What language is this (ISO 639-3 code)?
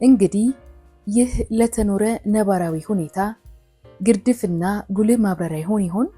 amh